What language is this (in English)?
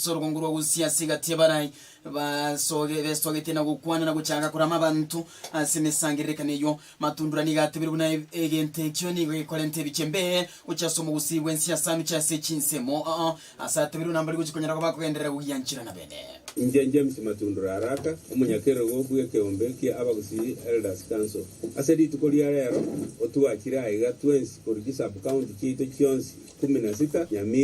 Gusii